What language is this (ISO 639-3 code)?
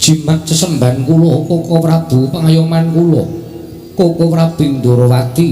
jav